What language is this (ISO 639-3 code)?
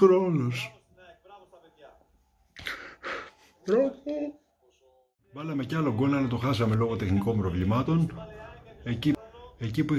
ell